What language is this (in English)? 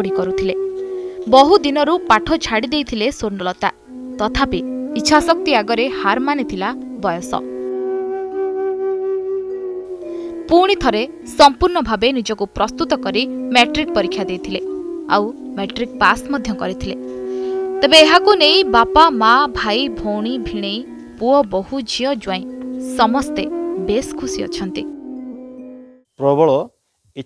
Odia